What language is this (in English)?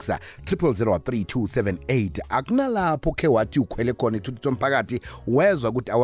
South Ndebele